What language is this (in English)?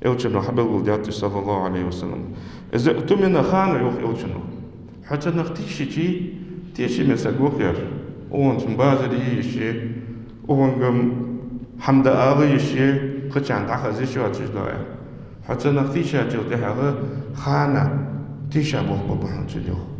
Ingush